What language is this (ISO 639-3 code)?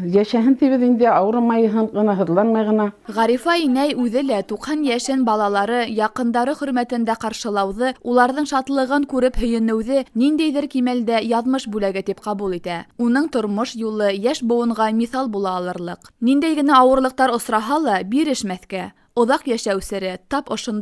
bak